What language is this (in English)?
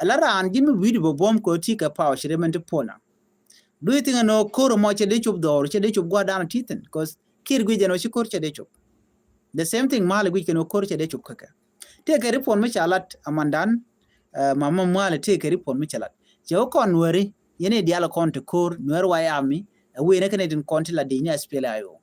Nuer